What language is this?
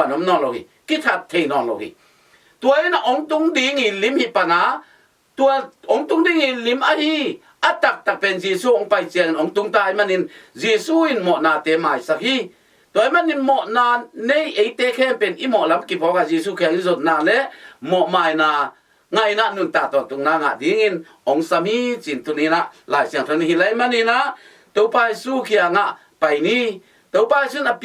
Tedim Chin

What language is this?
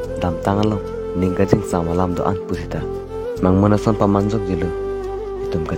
Karbi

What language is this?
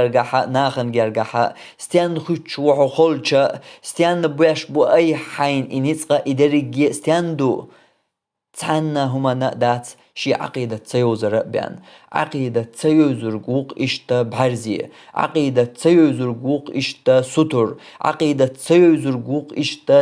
Chechen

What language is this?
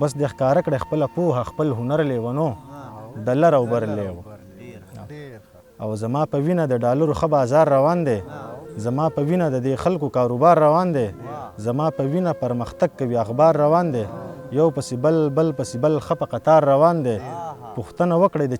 Pashto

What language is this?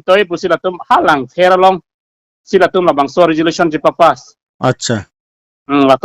Karbi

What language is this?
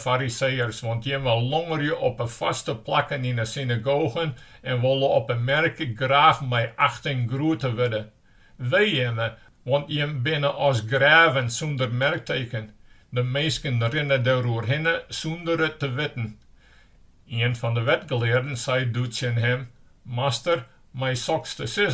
Western Frisian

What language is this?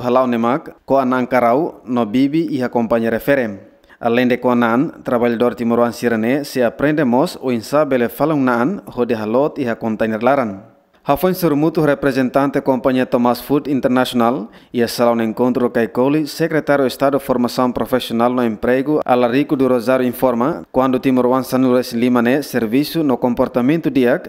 Tetum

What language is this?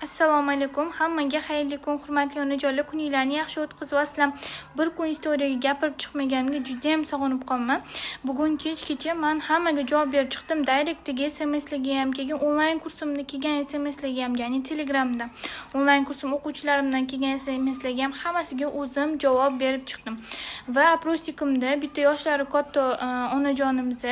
Uzbek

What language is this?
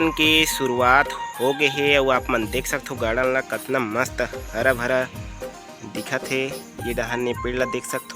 Chhattisgarhi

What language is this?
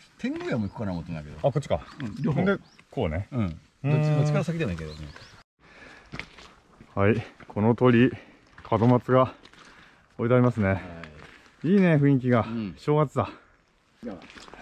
Japanese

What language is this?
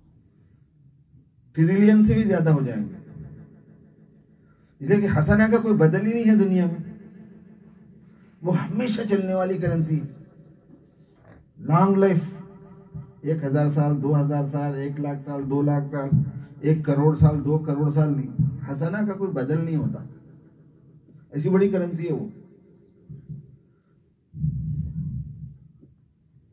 Urdu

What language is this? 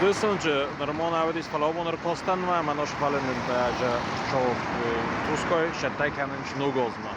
Ossetic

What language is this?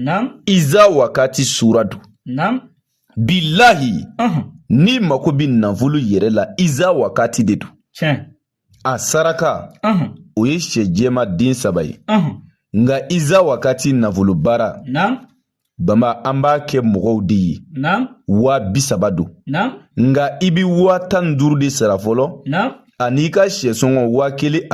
Bambara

